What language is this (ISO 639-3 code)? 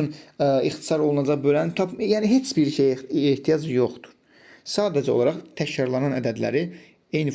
aze